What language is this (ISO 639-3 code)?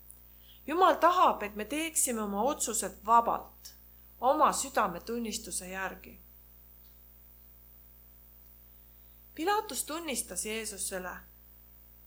est